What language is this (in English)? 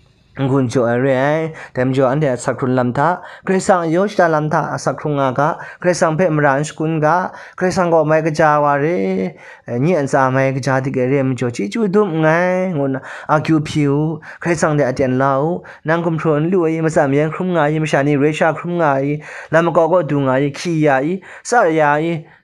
Kachin